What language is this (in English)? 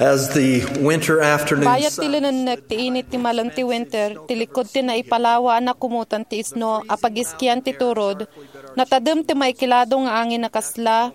Iloko